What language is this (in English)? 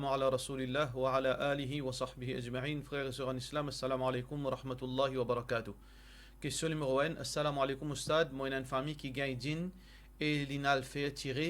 Morisyen